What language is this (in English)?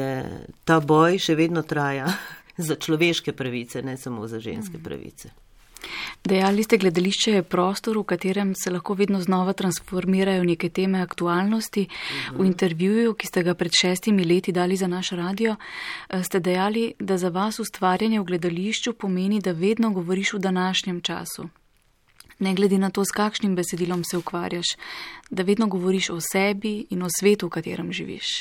Slovenian